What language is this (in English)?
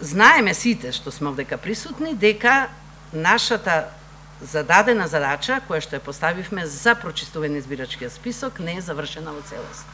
Macedonian